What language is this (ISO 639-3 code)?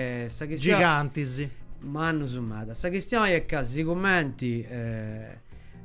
srd